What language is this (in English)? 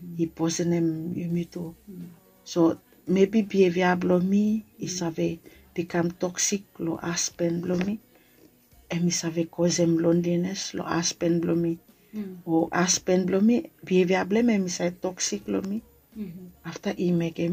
Bislama